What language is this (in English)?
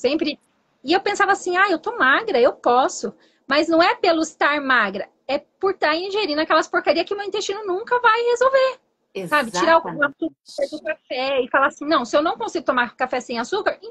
Portuguese